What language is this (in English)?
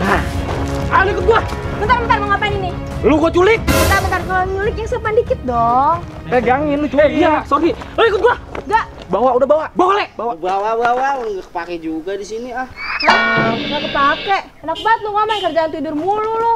Betawi